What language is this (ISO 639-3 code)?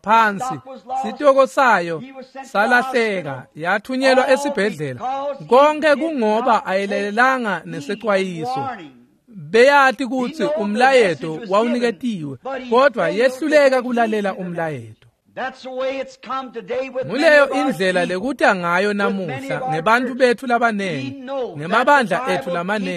ssw